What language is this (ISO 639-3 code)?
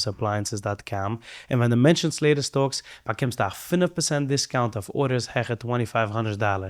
yid